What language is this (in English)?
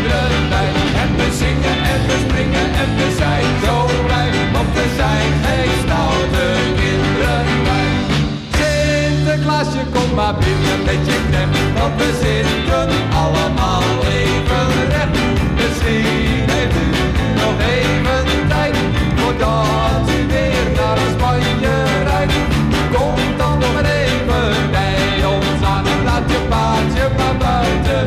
Dutch